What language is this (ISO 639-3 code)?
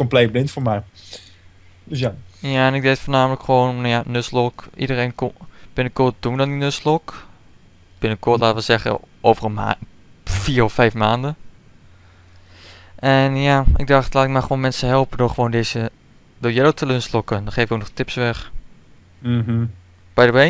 nld